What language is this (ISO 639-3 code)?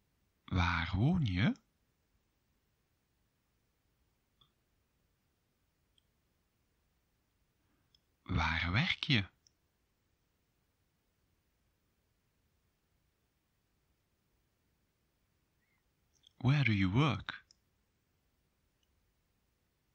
nld